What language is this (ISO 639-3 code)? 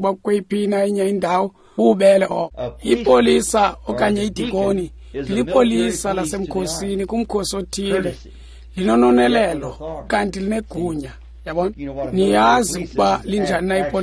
xho